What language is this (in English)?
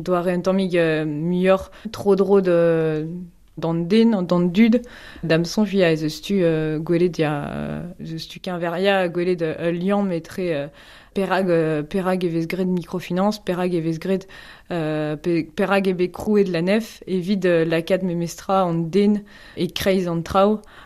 Breton